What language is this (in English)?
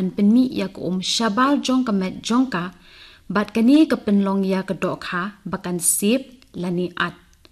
Khasi